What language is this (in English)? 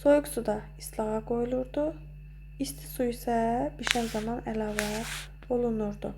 Azerbaijani